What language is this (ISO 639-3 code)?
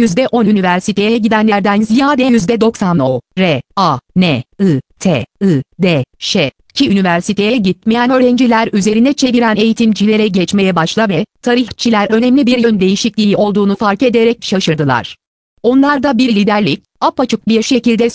tur